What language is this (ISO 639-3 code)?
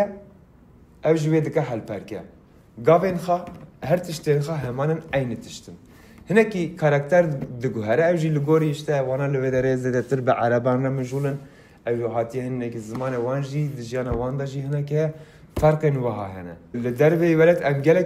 kur